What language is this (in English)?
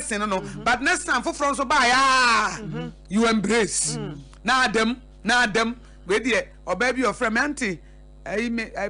Akan